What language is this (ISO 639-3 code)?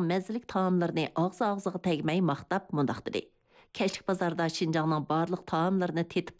uig